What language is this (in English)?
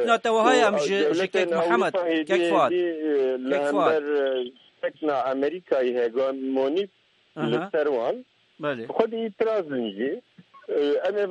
Kurdish